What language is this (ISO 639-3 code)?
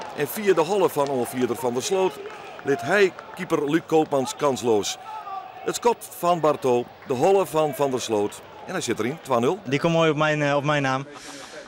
fry